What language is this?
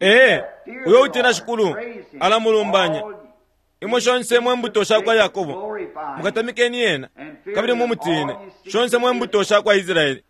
Bemba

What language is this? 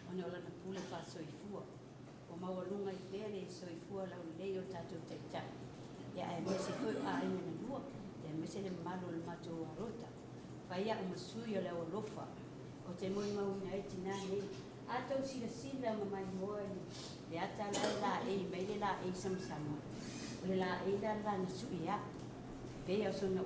Samoan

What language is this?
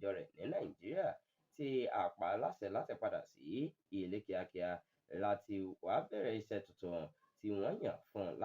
Yoruba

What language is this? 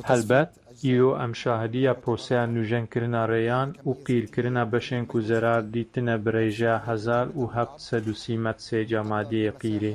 Kurdish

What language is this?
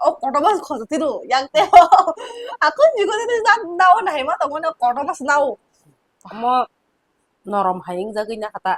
Kok Borok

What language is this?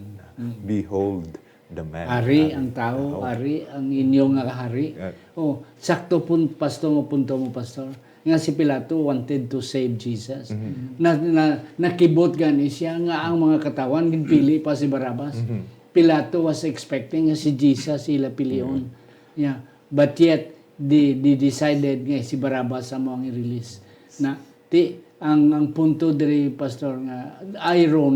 Hiligaynon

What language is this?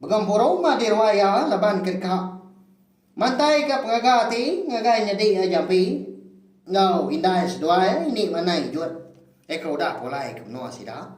Iban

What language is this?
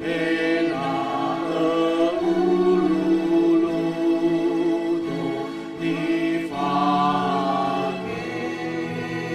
Nias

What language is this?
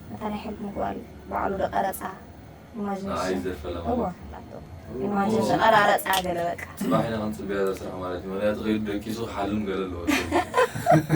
Tigrinya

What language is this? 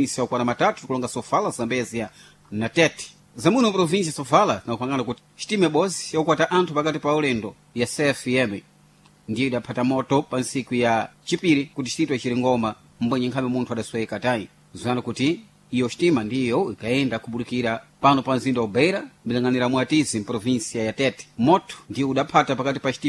Sena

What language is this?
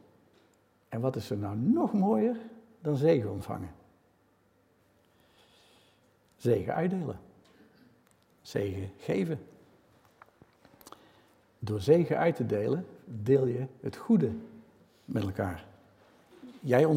Dutch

